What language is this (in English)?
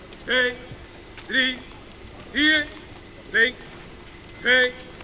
Dutch